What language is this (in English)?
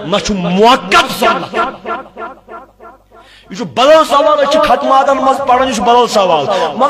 Kashmiri